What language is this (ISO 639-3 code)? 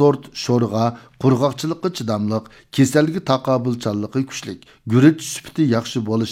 uig